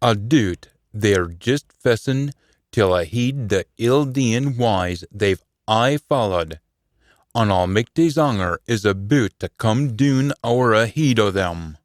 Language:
Scots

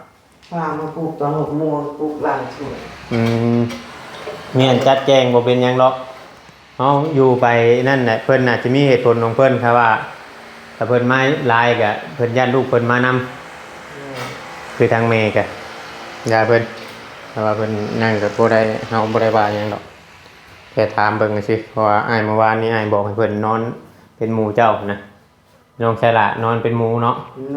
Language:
Northeastern Thai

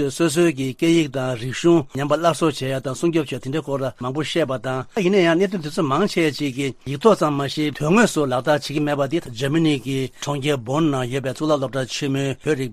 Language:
Tibetan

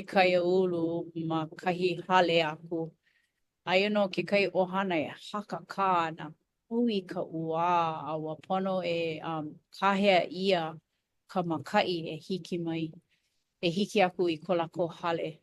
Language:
Hawaiian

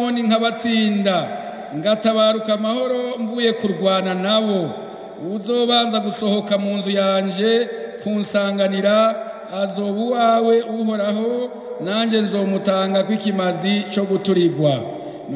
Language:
Rundi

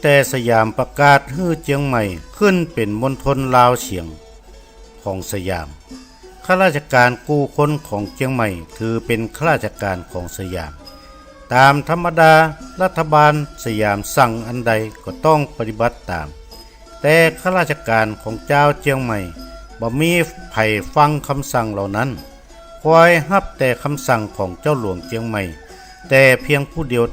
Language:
Northern Thai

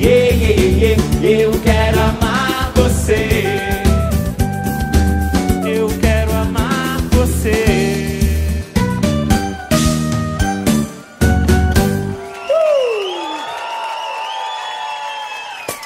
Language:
Portuguese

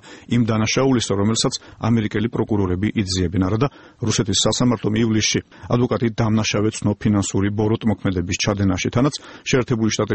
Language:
Georgian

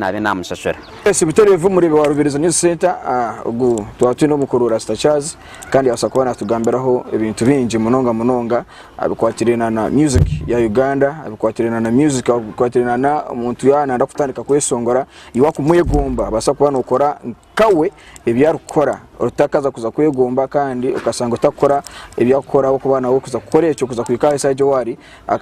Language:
Nyankole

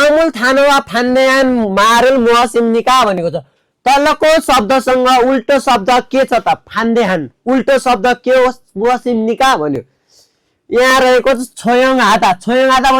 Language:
Nepali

